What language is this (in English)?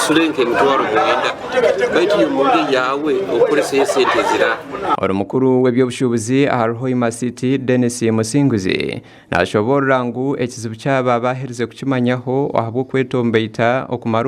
Nyankole